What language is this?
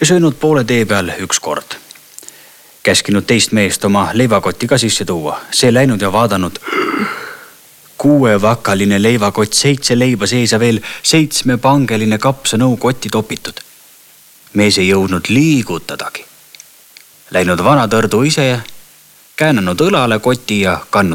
Estonian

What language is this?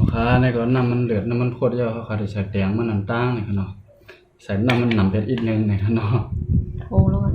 Shan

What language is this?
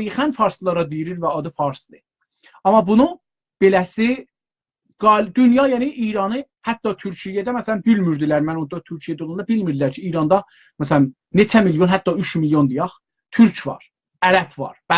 South Azerbaijani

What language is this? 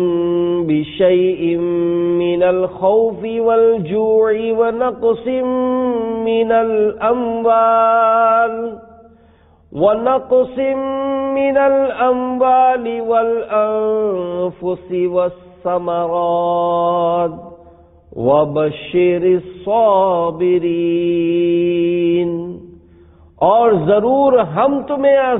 Urdu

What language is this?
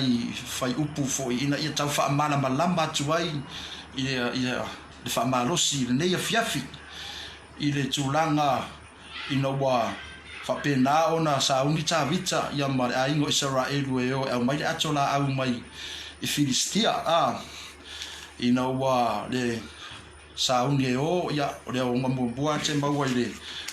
Samoan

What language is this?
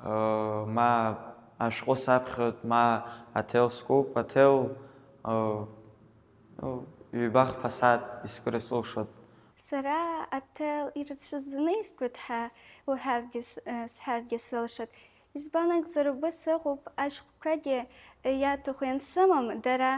Abkhazian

